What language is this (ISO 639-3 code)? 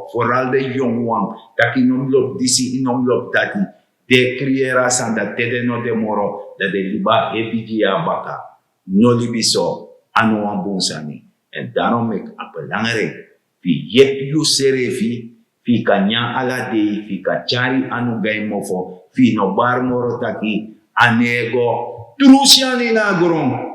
srn